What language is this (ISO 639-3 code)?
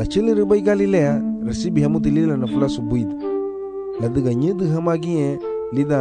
cab